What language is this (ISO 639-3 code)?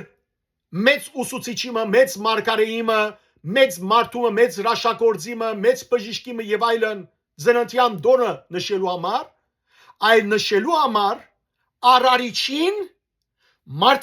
hyw